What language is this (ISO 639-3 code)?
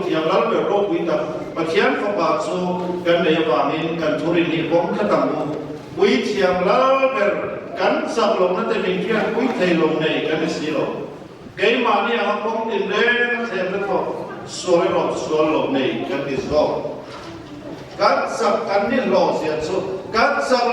lus